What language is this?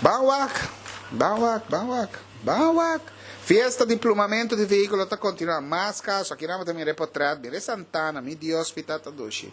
Papiamento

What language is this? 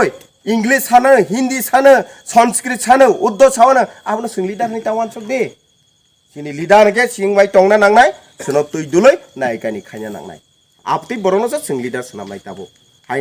Kok Borok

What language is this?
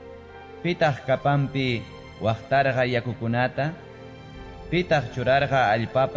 Ayacucho Quechua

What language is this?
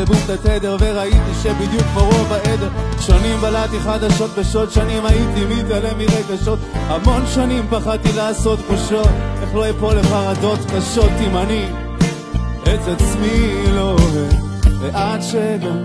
Hebrew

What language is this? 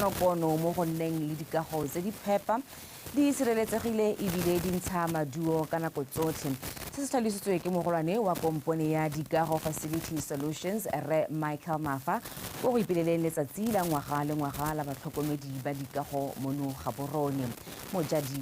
Tswana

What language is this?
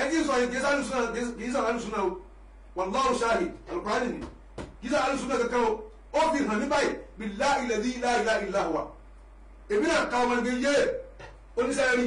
Yoruba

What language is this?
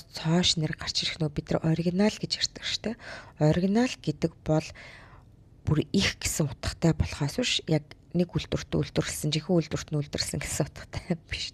Mongolian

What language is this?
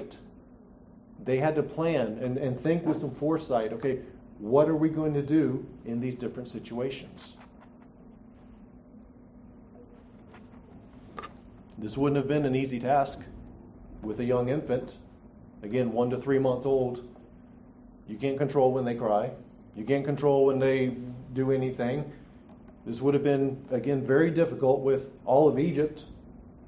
English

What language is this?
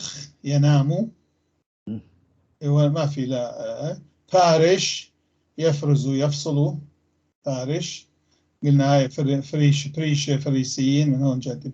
North Levantine Arabic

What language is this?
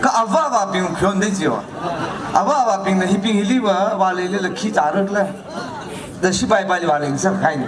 Tangkhul Naga (India)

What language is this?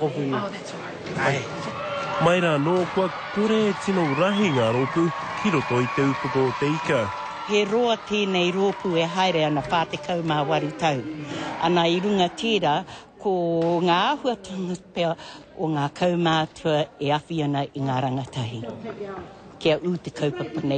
Māori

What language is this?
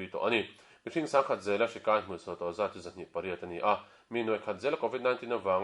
Mizo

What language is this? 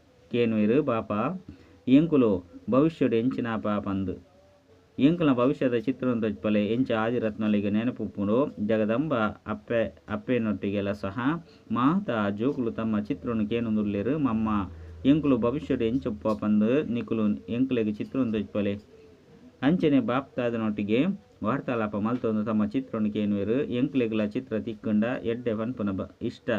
Tulu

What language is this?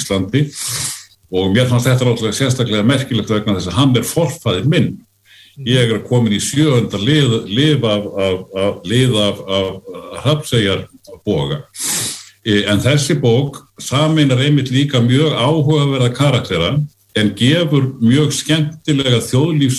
Icelandic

